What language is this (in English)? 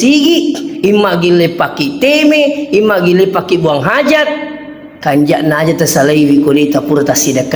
Buginese